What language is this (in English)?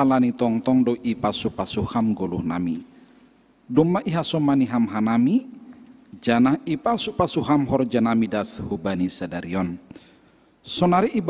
Batak Simalungun